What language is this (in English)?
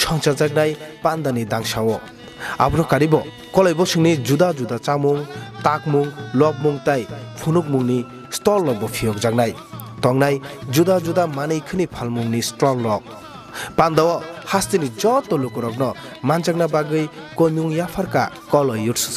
Kok Borok